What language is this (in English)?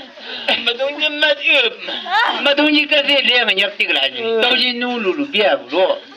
Chang Naga